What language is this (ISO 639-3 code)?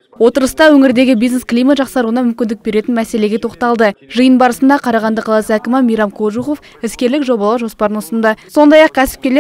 kaz